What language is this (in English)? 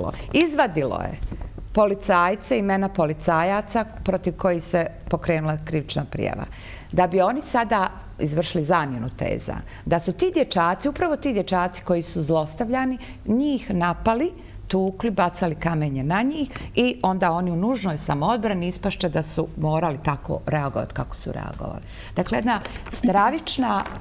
Bosnian